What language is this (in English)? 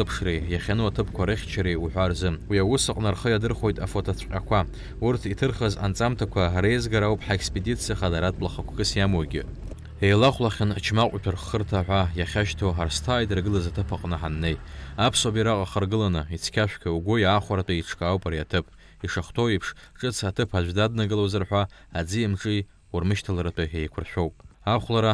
Abkhazian